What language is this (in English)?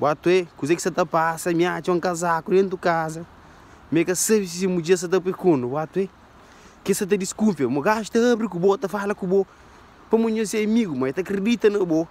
Kabuverdianu